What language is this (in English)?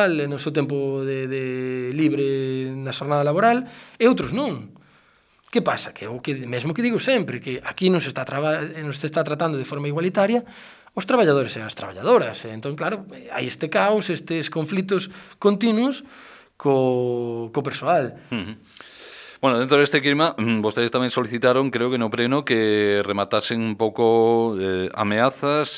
Galician